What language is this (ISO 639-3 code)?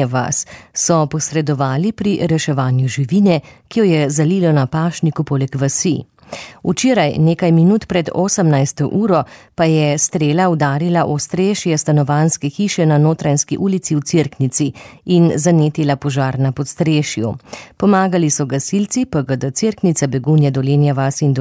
slv